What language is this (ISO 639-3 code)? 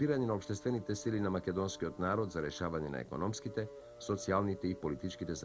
mkd